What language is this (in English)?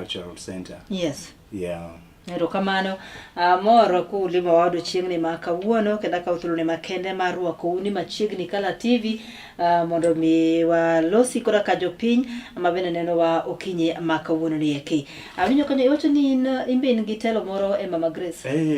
Luo (Kenya and Tanzania)